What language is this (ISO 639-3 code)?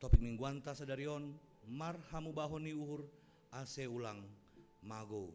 bts